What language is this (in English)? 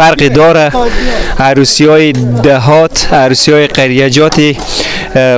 Persian